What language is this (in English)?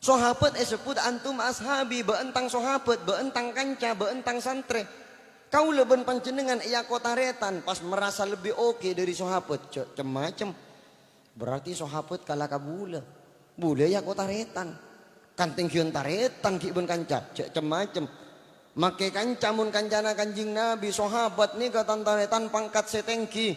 Madurese